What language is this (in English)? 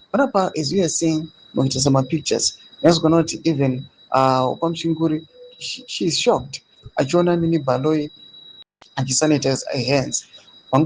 Shona